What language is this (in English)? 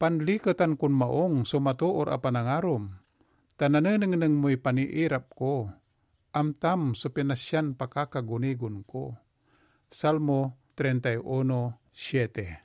Pangasinan